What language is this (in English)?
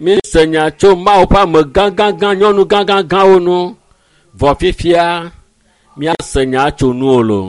Ewe